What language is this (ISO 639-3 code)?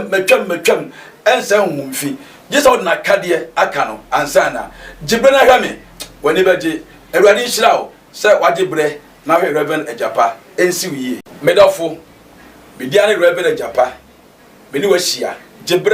aka